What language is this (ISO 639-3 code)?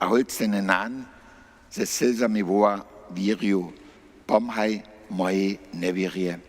hsb